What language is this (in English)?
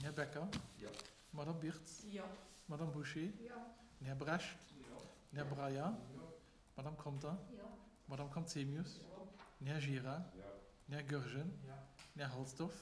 Luxembourgish